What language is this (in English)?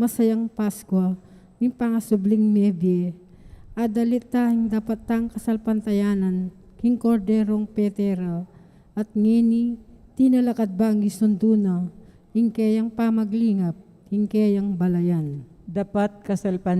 Pampanga